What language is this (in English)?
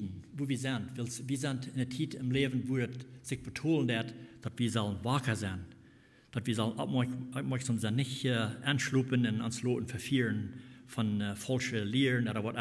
Plautdietsch